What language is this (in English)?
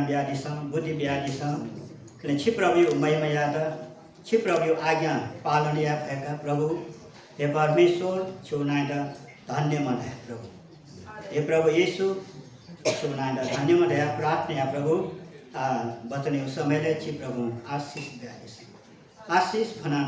Newari